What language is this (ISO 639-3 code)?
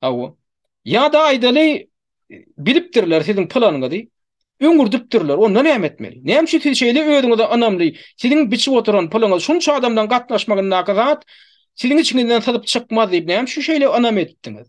tuk